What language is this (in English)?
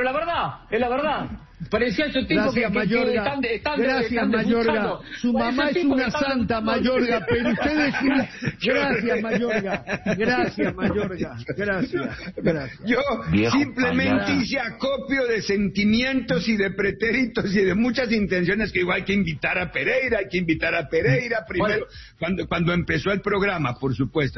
Spanish